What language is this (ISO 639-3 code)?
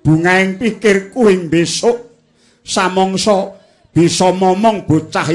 jav